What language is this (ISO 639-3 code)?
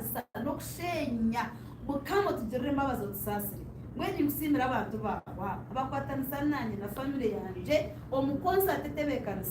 nyn